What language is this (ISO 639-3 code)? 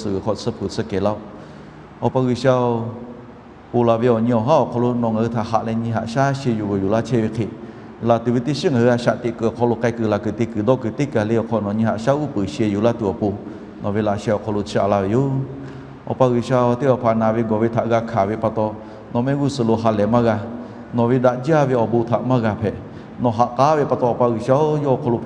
lhu